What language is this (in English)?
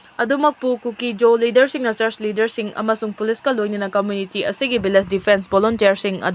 Manipuri